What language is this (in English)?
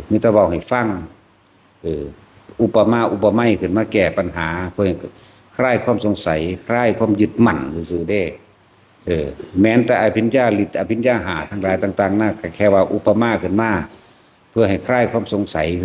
Northeastern Thai